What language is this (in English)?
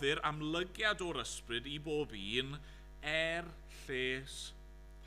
Welsh